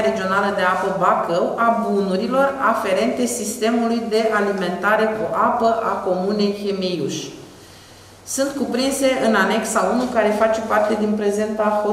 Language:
Romanian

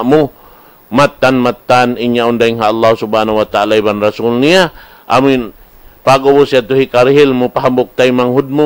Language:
Tausug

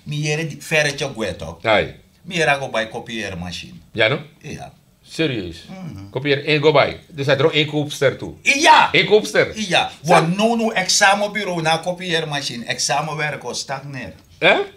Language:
Sranan Tongo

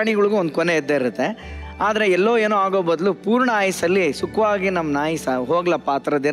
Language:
Kannada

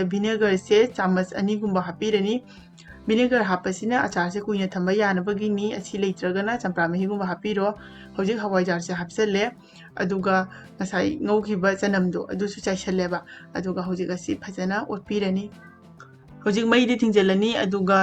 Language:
Manipuri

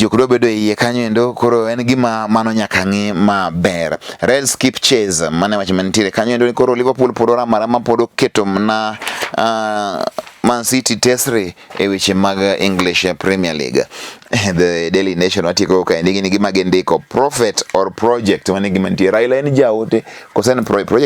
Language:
Luo (Kenya and Tanzania)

